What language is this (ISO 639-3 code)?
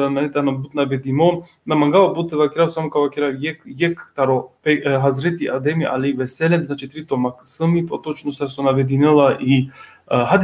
rmn